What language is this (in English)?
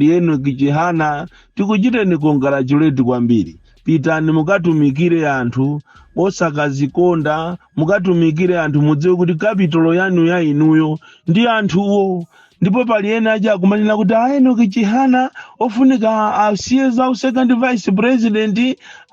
Nyanja